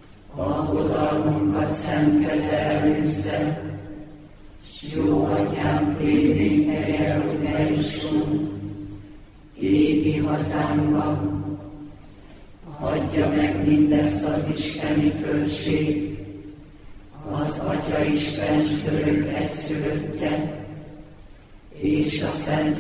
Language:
Hungarian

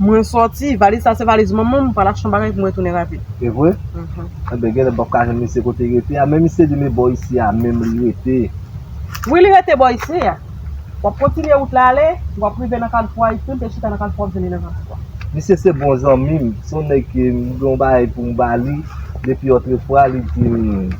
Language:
Haitian Creole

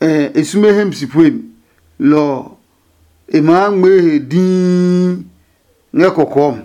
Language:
Adangme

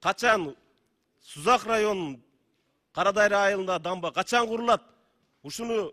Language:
Kyrgyz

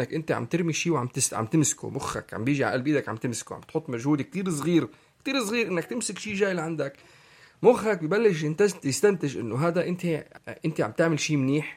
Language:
North Levantine Arabic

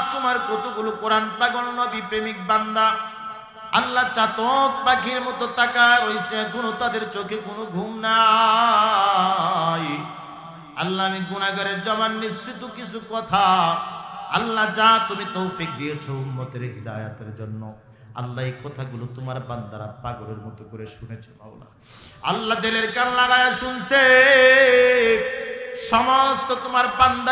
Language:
Bangla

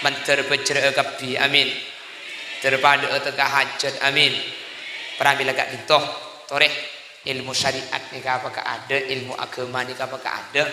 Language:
Madurese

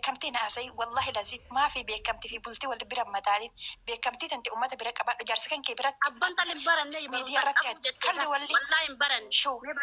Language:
Oromo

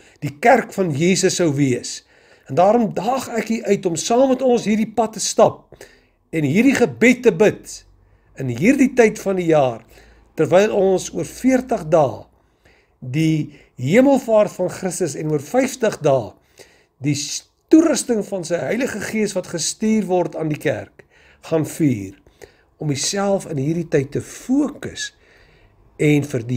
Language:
Afrikaans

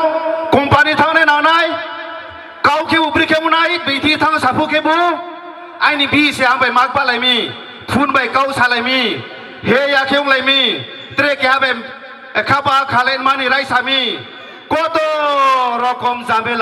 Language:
Riang (India)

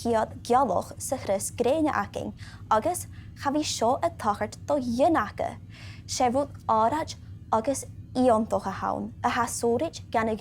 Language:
Scottish Gaelic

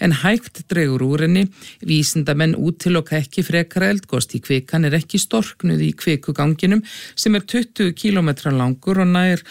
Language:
Icelandic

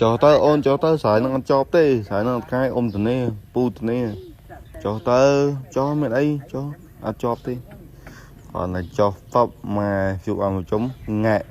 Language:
Khmer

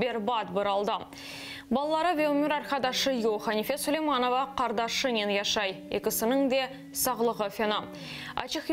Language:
Crimean Tatar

